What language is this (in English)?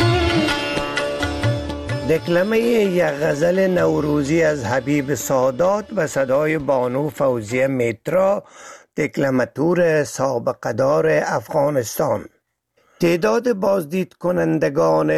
Persian